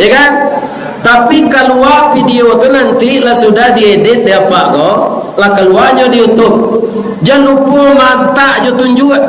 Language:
Minangkabau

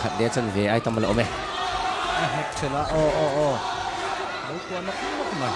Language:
Mizo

